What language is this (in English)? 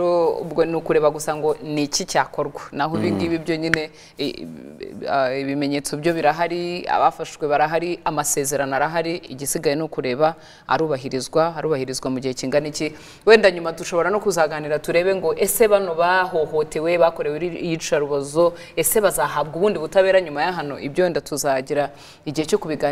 Kinyarwanda